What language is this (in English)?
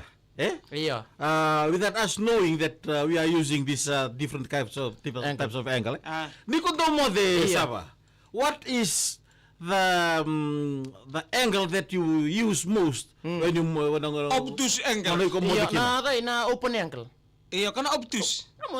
Fijian